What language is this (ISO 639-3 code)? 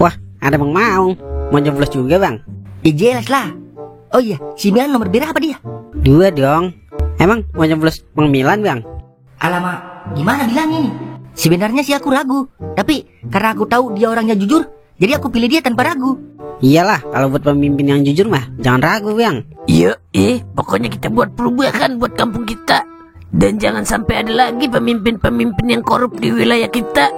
bew